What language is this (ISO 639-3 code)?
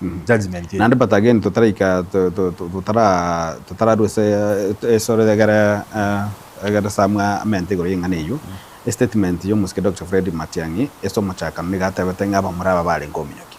guz